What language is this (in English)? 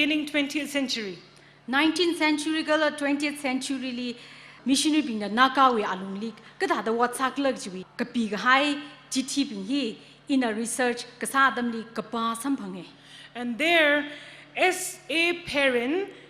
Tangkhul Naga (India)